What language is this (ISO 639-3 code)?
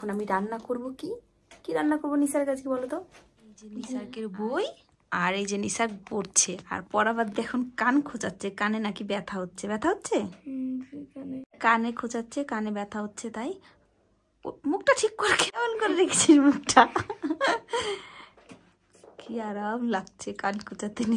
ben